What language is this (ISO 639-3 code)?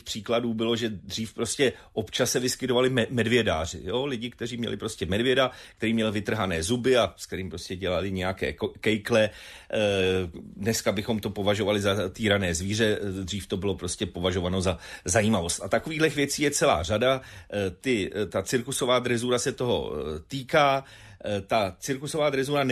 ces